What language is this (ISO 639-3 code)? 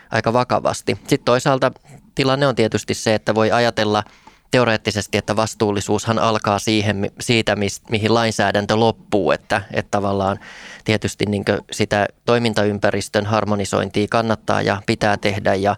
fin